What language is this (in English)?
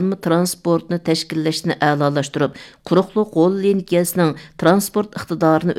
Uyghur